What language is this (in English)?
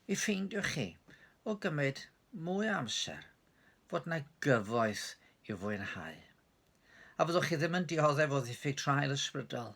Welsh